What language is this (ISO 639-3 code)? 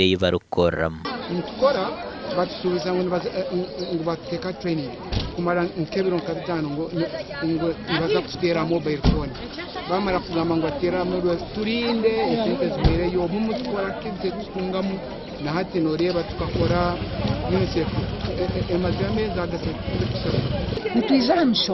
nyn